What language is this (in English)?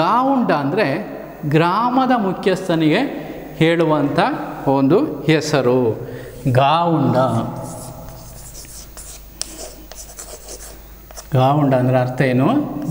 Kannada